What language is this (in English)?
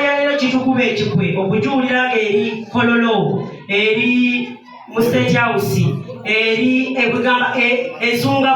Ganda